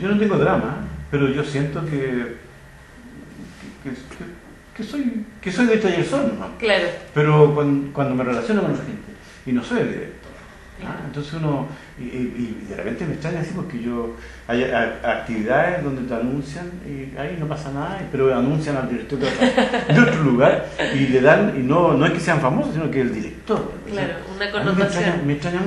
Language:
Spanish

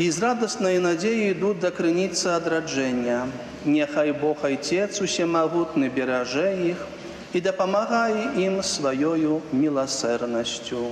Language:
Belarusian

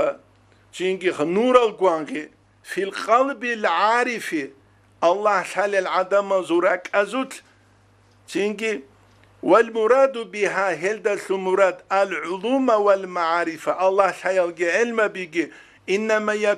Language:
Avaric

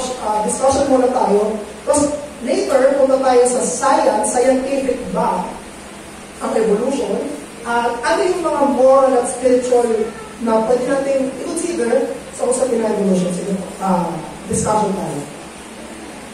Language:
Filipino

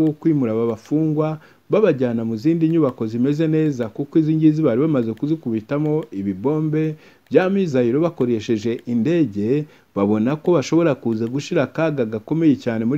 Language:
Kinyarwanda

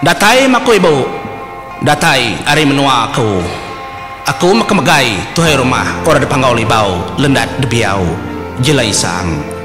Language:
Iban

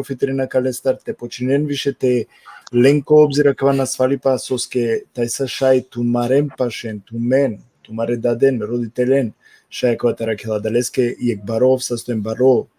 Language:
Balkan Romani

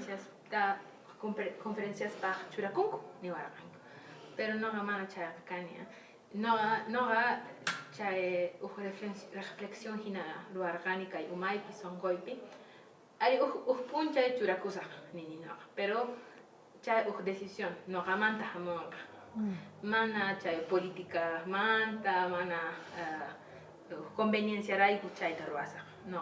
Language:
Quechua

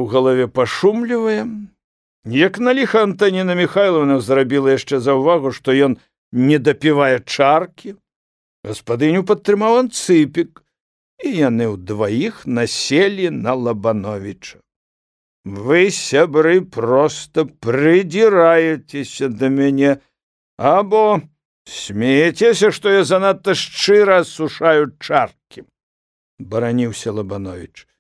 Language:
Belarusian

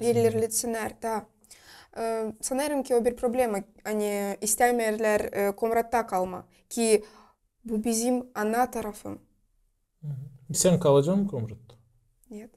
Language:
Gagauz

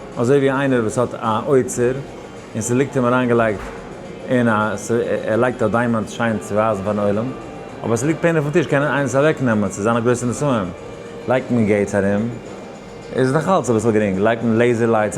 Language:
Yiddish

